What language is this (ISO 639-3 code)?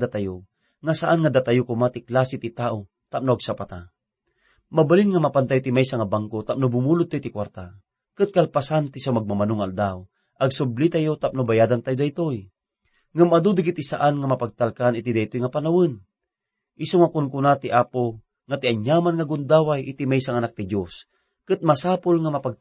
ilo